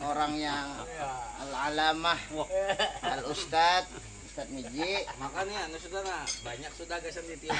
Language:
Banjar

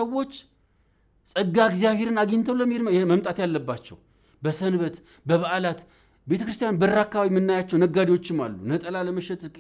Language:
Amharic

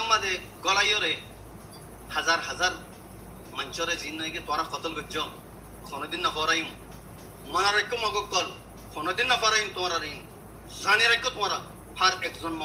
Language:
Rohingya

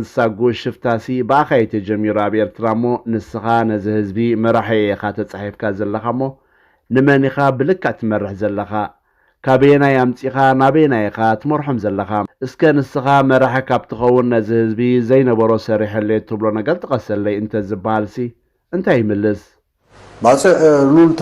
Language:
Tigrinya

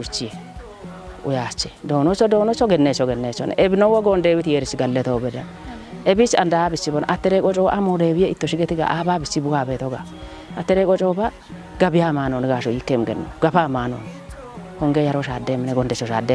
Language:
Kafa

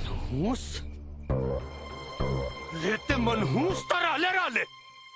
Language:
Bhojpuri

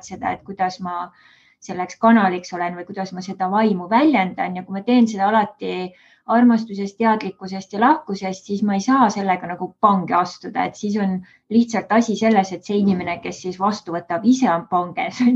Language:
Estonian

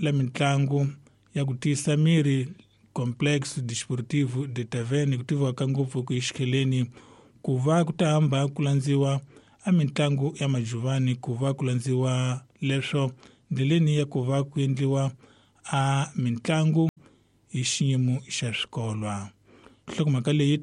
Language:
Tsonga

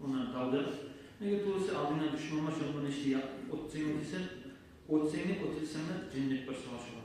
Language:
Kumyk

